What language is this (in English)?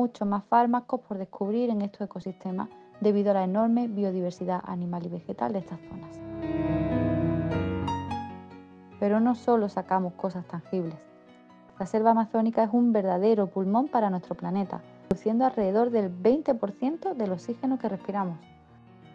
Spanish